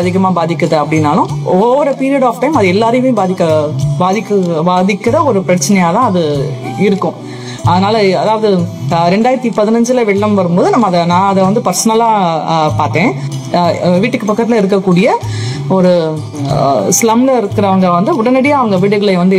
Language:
Tamil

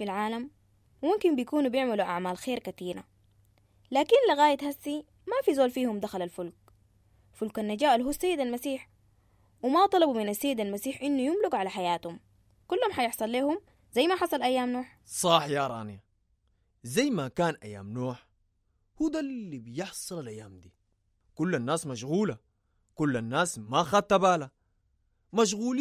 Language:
Sudanese Arabic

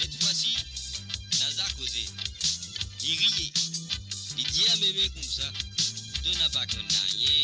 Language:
Morisyen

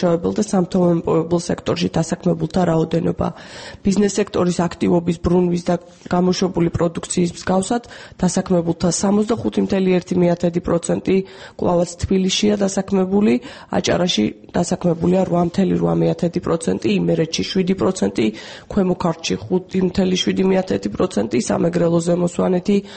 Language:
Georgian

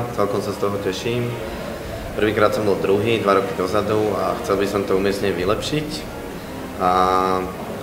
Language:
Slovak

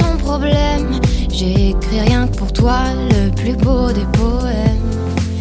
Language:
French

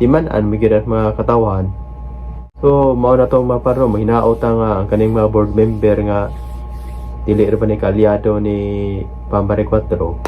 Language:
Cebuano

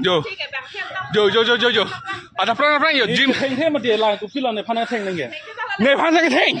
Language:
Karbi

